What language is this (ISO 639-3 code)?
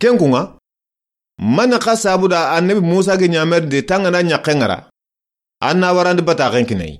snk